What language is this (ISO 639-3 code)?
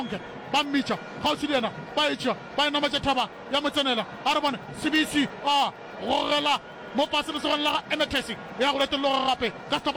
nso